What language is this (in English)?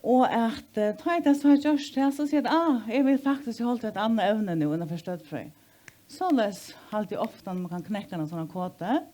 Faroese